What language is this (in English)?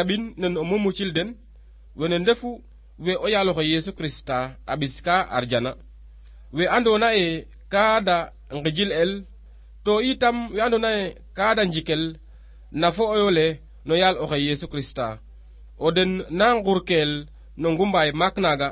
Serer